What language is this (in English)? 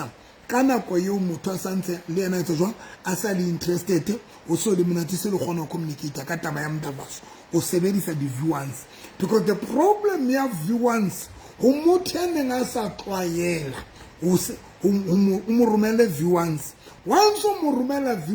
Southern Sotho